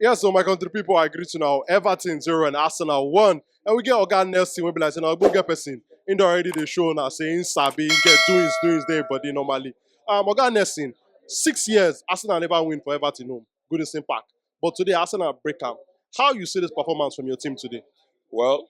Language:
Nigerian Pidgin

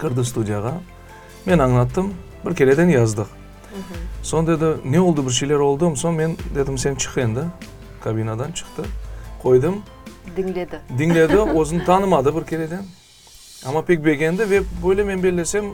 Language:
Crimean Tatar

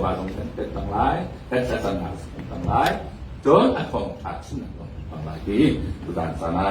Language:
Hakha Chin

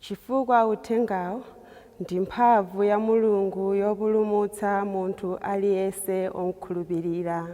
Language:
Nyanja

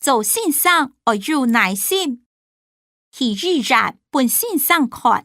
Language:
Hakka Chinese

